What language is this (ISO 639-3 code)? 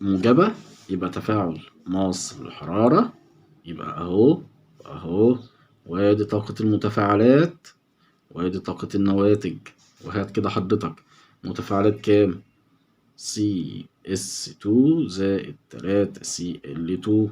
arz